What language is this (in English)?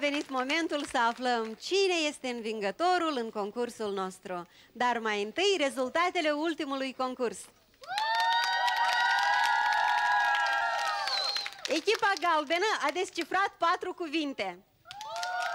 Romanian